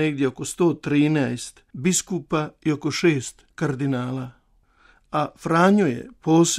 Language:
Croatian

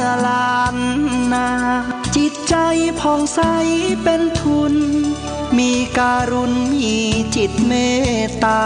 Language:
Pali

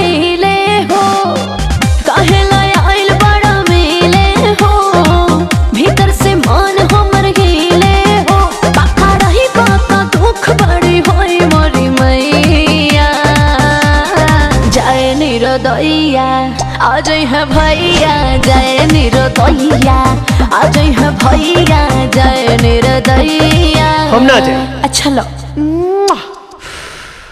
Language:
Bhojpuri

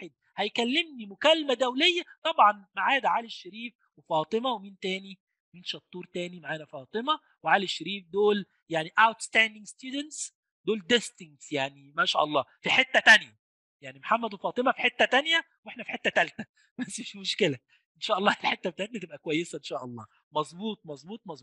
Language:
Egyptian Arabic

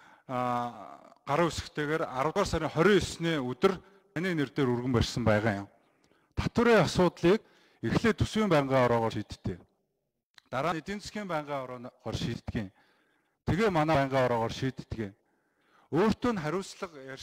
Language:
Mongolian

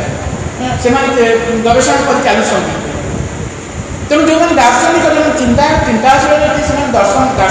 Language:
Odia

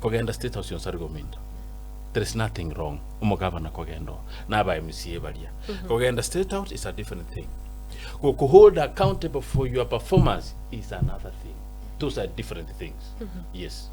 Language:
Gusii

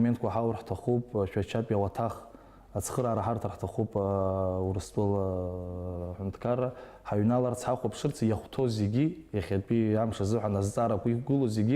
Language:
Abkhazian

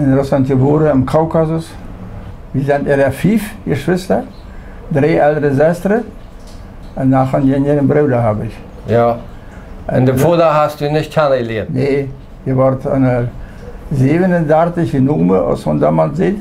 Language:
Plautdietsch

